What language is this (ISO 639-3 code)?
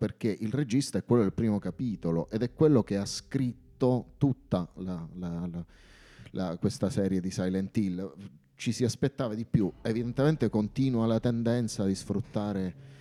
ita